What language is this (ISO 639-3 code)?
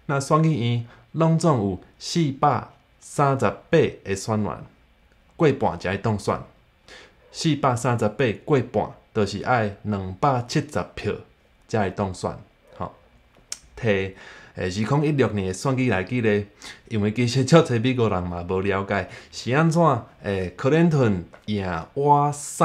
nan